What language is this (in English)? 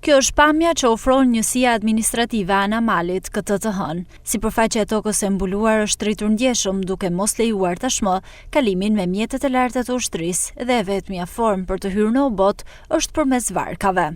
Albanian